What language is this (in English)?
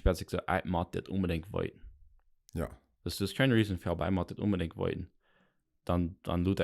Plautdietsch